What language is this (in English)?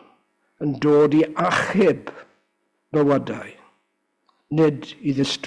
Welsh